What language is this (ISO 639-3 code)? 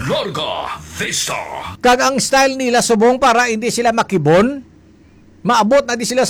hil